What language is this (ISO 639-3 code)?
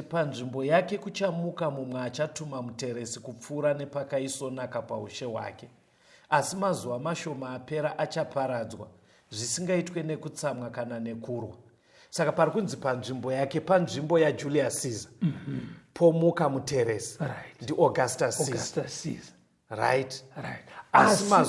sna